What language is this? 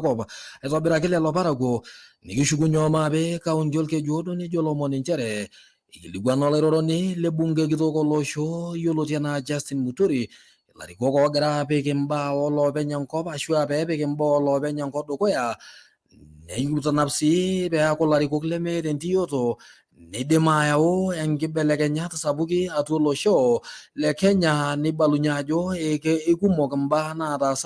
Masai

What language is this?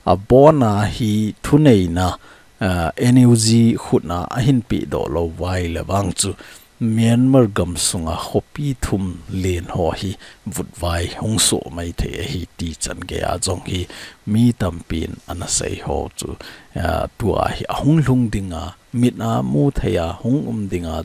Thado Chin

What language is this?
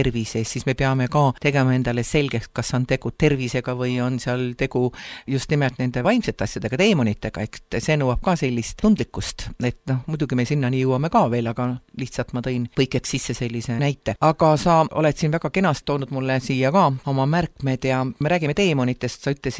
Estonian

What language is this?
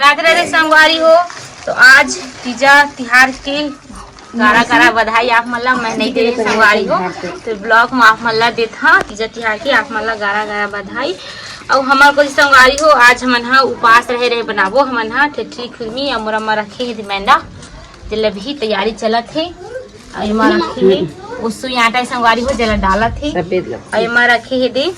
Chhattisgarhi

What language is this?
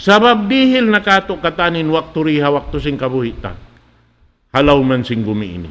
Tausug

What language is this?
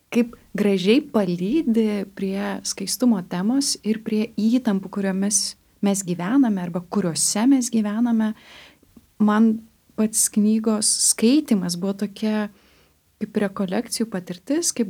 Lithuanian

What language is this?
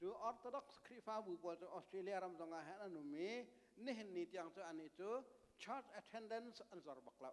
Hakha Chin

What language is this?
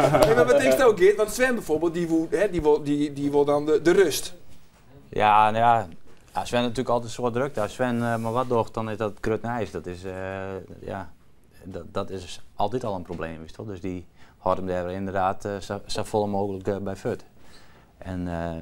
Western Frisian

